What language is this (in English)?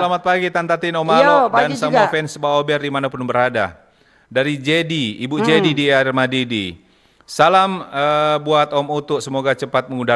Manado Malay